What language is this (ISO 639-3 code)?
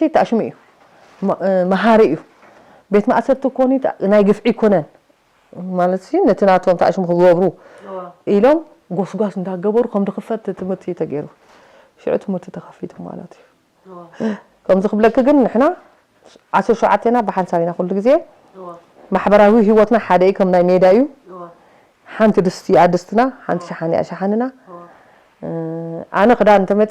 tir